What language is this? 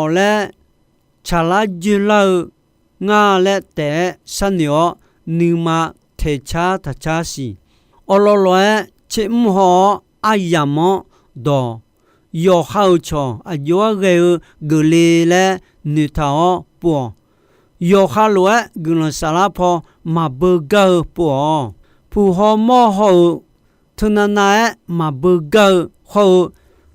Akha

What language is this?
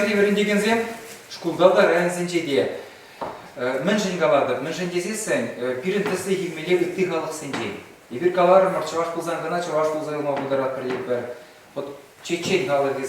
Chuvash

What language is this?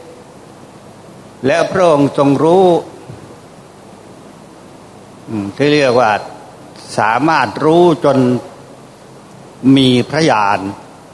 Thai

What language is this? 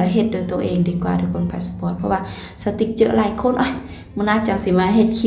Lao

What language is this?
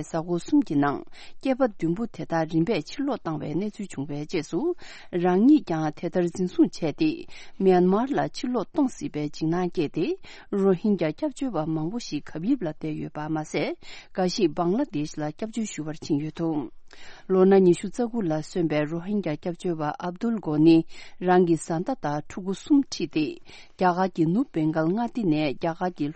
Tibetan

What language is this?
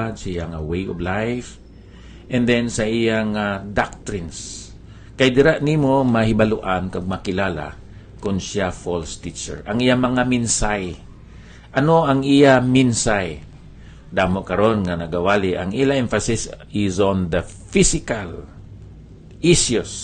Hiligaynon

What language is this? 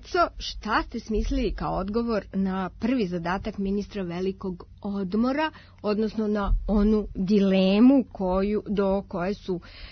Serbian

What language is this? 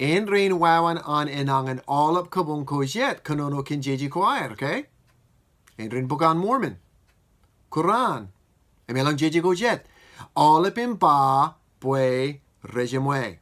Marshallese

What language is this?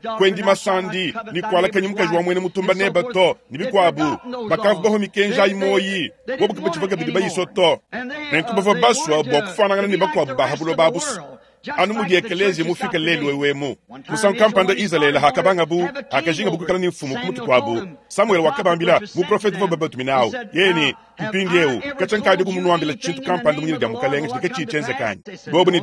Luba-Lulua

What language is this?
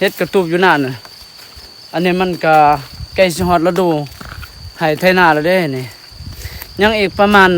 Lao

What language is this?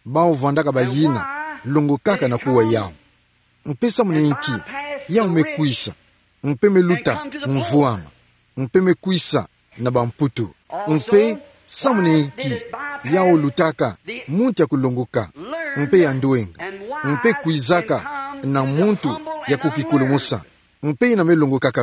Kituba (Democratic Republic of Congo)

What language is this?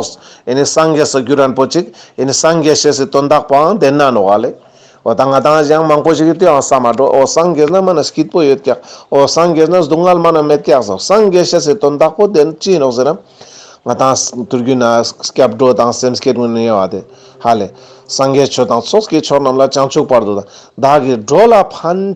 Ladakhi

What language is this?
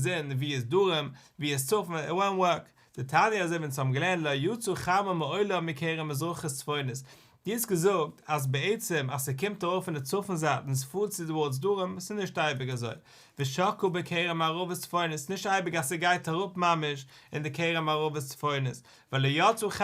Yiddish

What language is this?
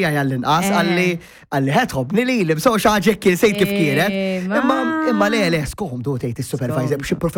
Maltese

